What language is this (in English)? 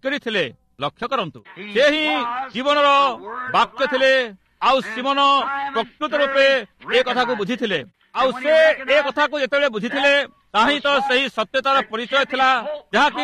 Odia